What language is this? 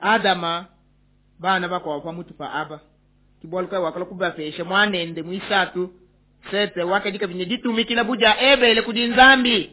Luba-Lulua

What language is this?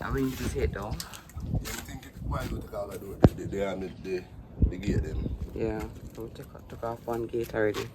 Jamaican Creole English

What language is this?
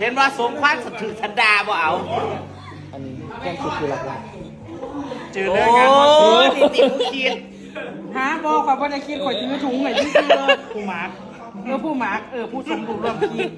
Lao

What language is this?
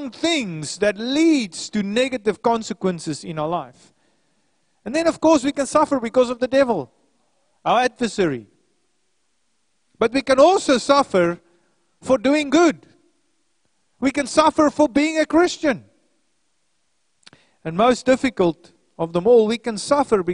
English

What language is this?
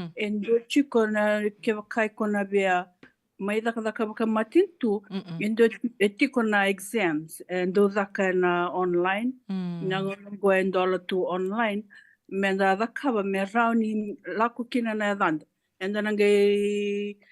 Fijian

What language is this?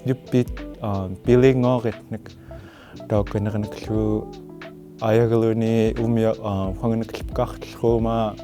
Central Yupik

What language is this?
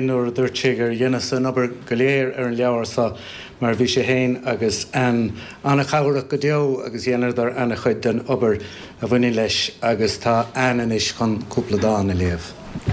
Irish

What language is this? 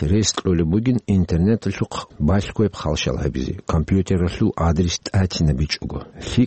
Avaric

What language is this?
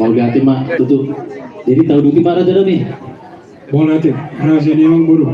Batak Toba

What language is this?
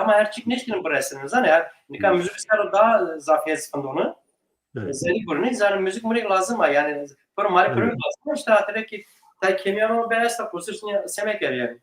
Zaza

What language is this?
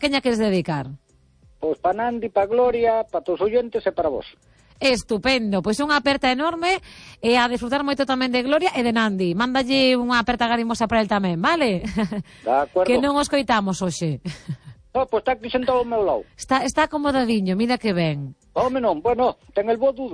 Galician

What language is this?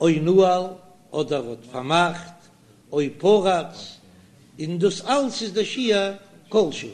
Yiddish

